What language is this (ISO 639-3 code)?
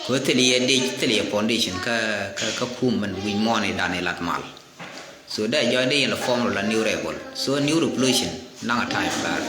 nus